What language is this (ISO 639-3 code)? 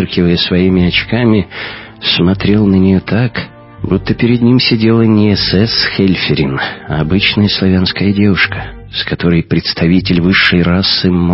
rus